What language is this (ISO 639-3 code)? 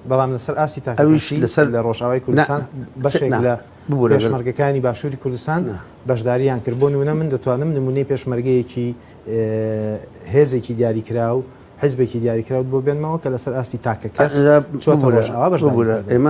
ckb